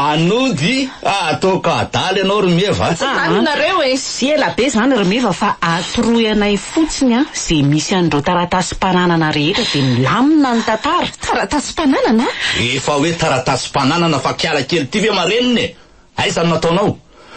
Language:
Malagasy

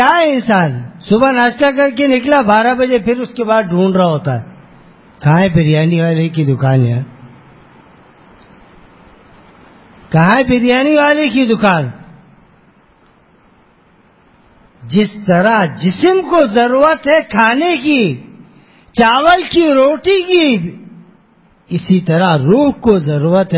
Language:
Urdu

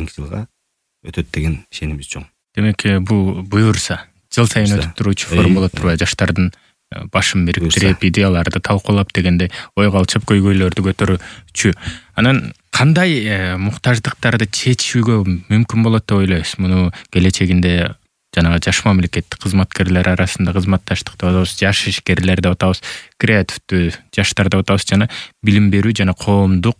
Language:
Kyrgyz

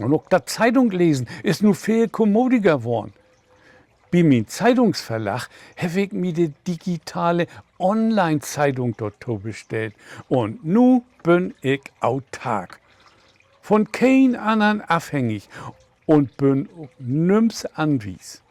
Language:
Low German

